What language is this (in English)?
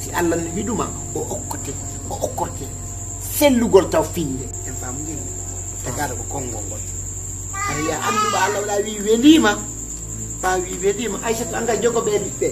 Fula